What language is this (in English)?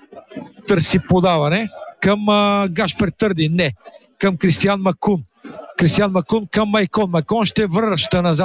Bulgarian